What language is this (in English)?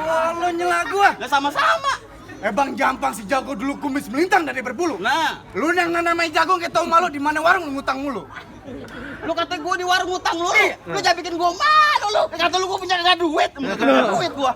Betawi